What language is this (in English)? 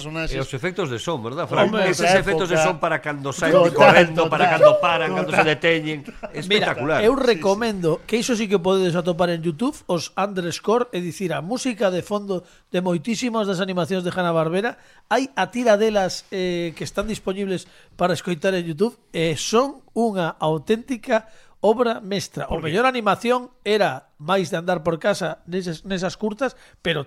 Galician